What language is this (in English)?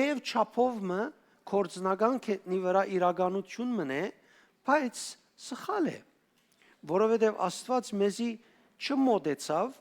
Western Armenian